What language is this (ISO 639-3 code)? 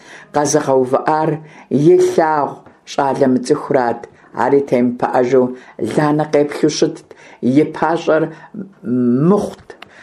kbd